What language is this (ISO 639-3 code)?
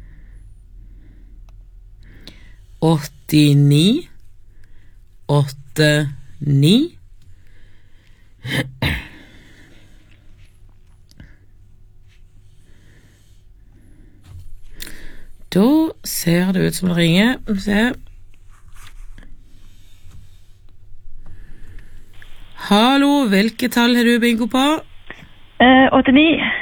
nor